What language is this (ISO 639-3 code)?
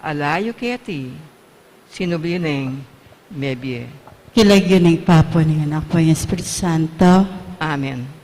pam